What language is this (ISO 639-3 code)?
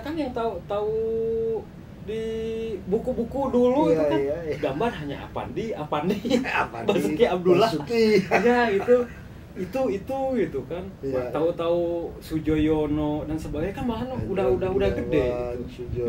ind